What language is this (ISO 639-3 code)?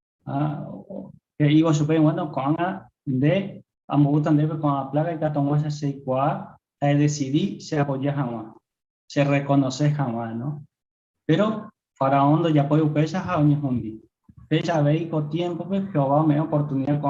grn